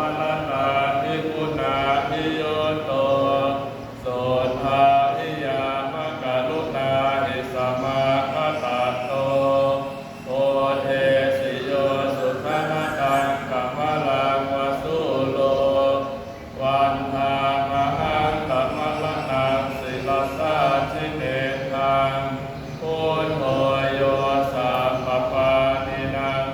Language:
Pali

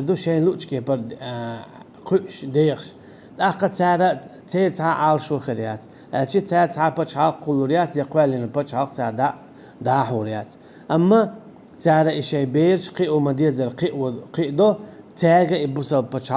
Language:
Chechen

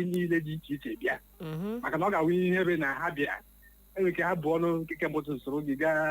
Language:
Igbo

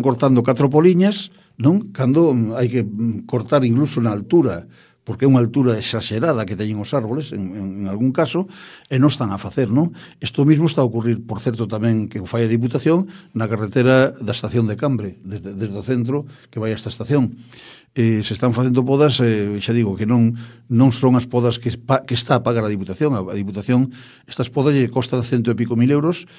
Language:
Galician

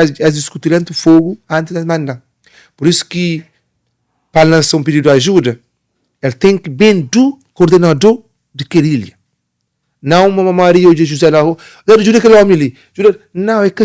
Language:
Kabuverdianu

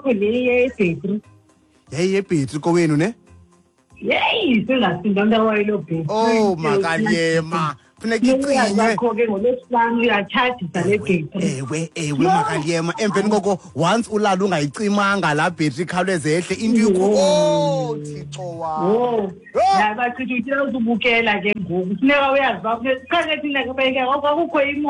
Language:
Xhosa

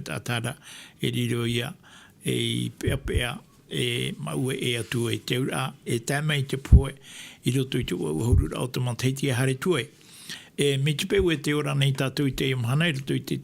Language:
Tahitian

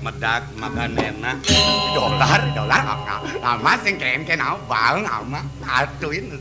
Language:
Balinese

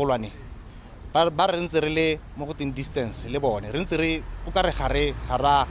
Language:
Tswana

